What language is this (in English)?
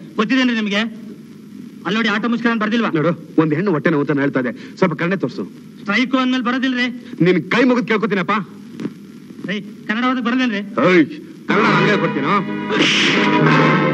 Kannada